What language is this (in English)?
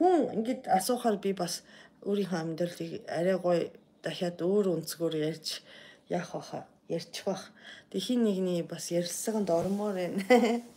Mongolian